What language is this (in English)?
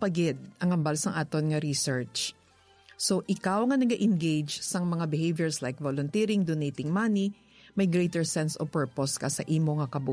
Hiligaynon